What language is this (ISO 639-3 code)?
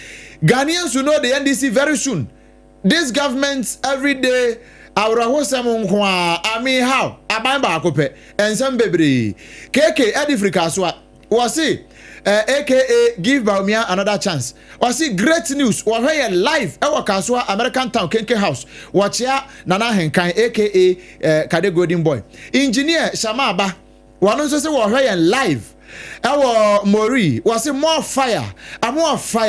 aka